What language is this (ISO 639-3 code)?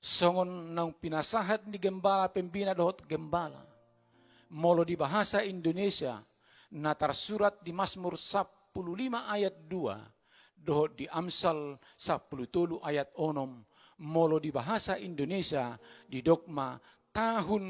bbc